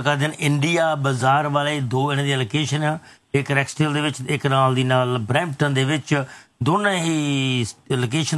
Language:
Punjabi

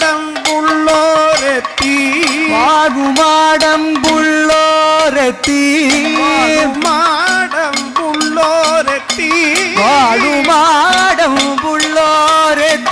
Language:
Malayalam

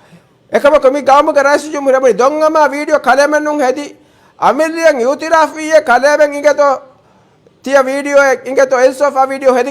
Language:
Divehi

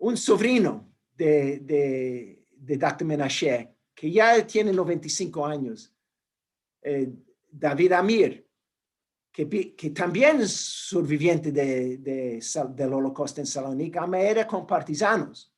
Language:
Ladino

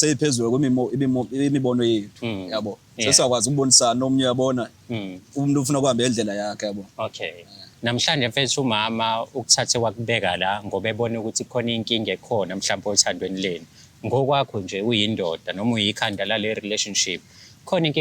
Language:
Zulu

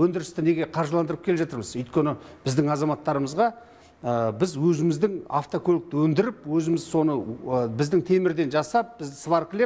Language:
Kazakh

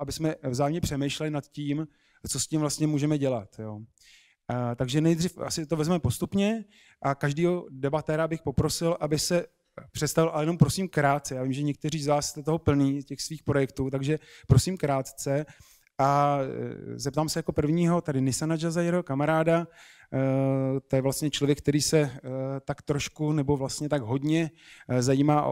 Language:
Czech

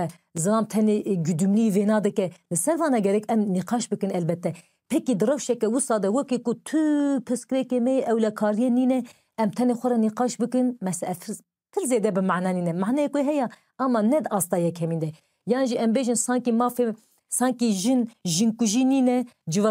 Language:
Kurdish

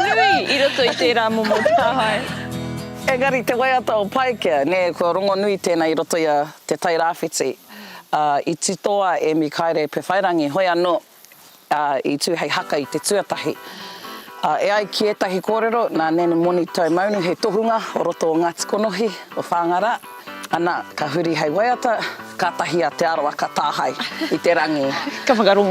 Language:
Māori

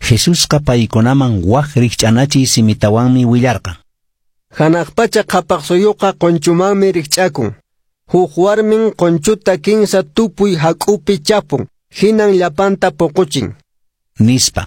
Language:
Quechua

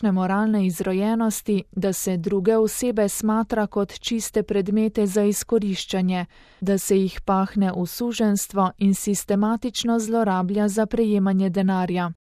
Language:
Slovenian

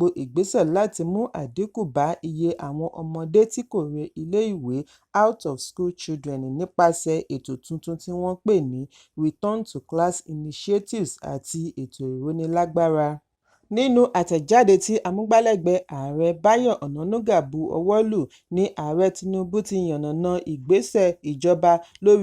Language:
Yoruba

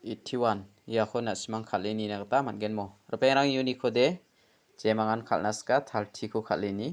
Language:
Garo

